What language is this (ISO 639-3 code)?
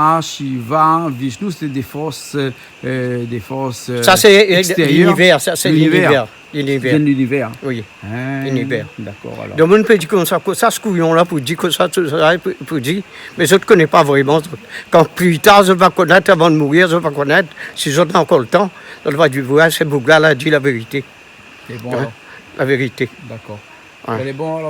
rcf